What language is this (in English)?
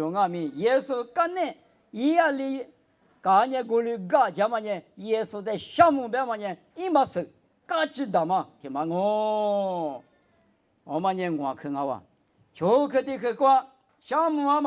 Lisu